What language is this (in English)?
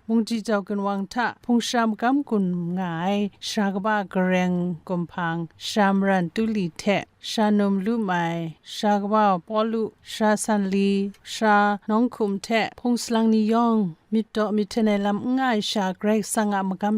Kachin